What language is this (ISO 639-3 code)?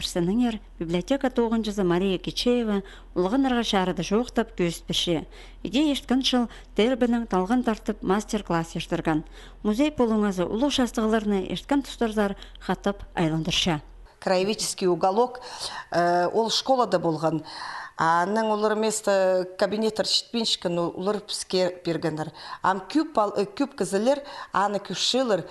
kjh